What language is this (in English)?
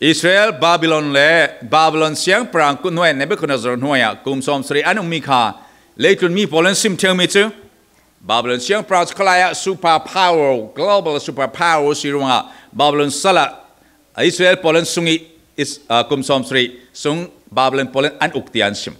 Falam Chin